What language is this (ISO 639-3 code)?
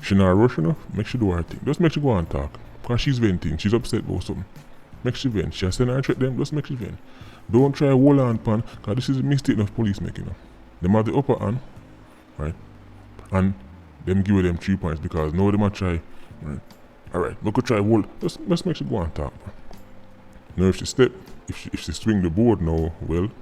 jam